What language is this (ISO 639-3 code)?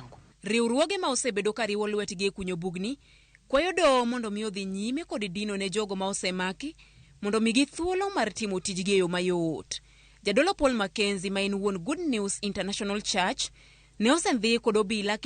luo